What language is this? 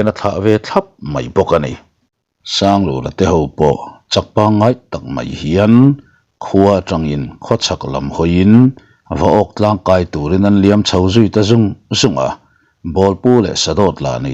Mizo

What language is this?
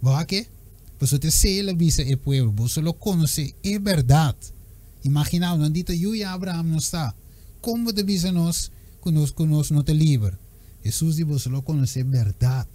Papiamento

